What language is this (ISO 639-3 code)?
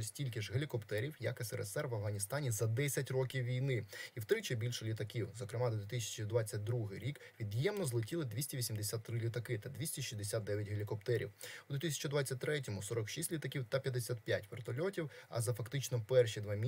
ukr